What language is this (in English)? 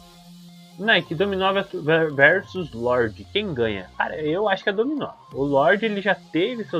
Portuguese